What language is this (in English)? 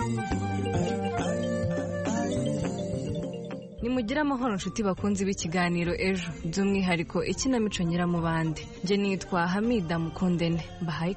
Kinyarwanda